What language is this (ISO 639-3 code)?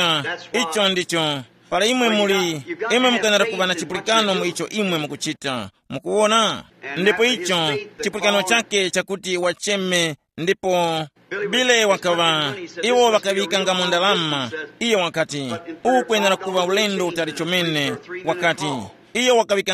tum